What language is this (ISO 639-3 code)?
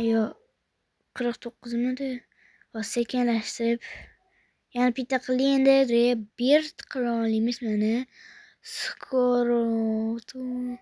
uzb